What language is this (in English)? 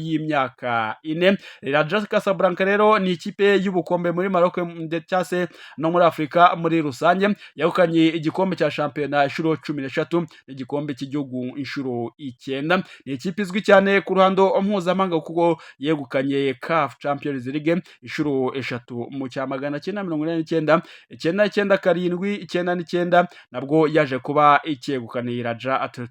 Kinyarwanda